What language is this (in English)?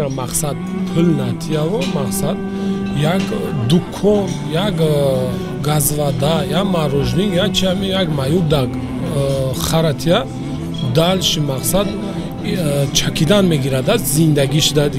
Tajik